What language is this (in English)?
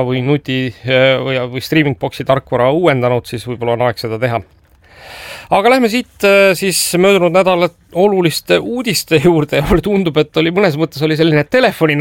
Estonian